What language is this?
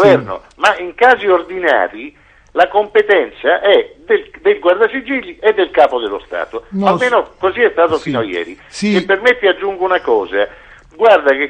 Italian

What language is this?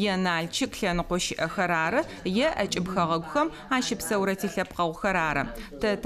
Adyghe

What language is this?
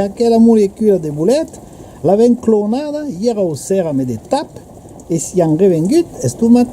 Occitan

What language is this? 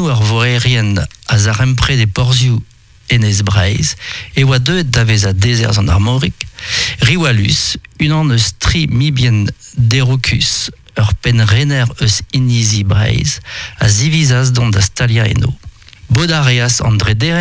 Breton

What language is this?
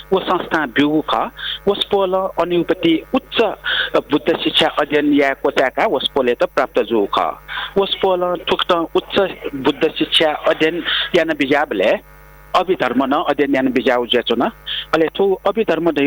Newari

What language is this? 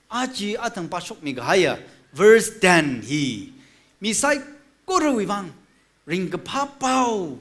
Tangkhul Naga (India)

